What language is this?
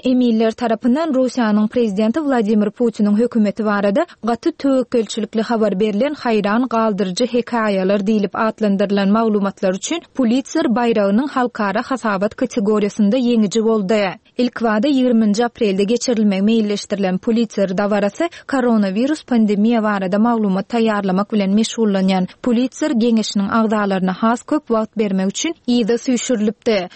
Turkmen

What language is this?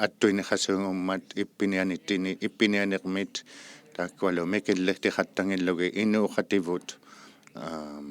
Inuktitut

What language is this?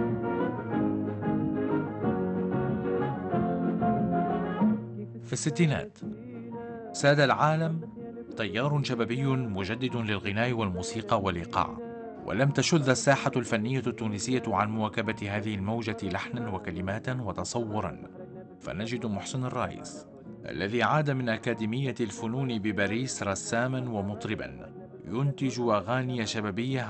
Arabic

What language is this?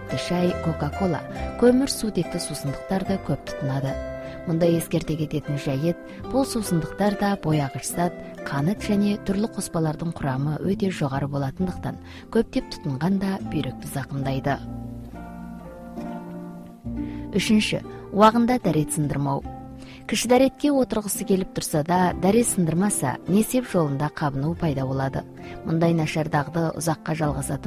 Kazakh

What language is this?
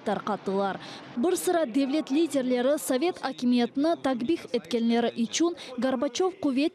Crimean Tatar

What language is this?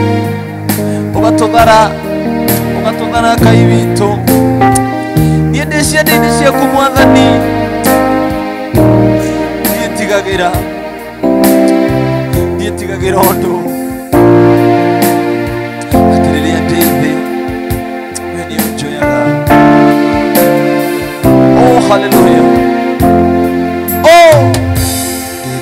Kikuyu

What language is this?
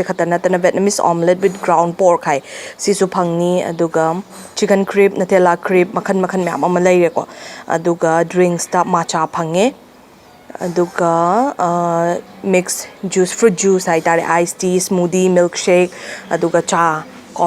Manipuri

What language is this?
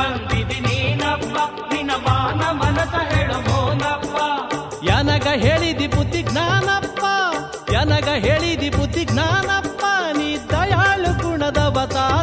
Kannada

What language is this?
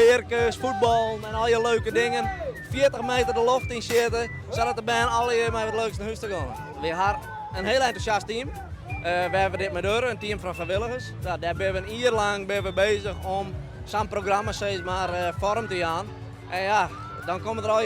Western Frisian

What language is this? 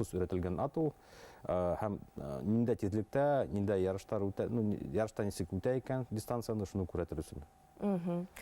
Bashkir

